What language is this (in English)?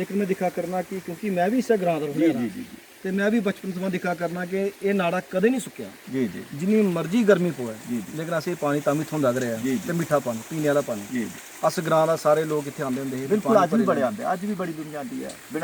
Dogri